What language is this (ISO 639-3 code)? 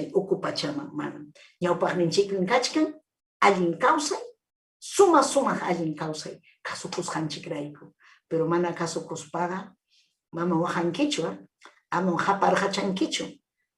quy